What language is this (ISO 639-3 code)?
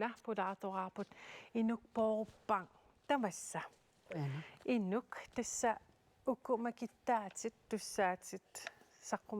kal